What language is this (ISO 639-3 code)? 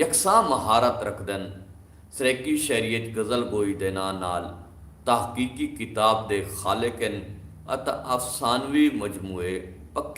skr